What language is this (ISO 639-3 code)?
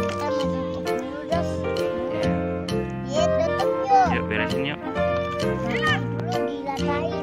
bew